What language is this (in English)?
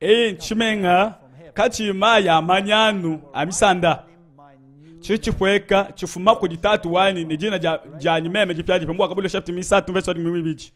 Luba-Lulua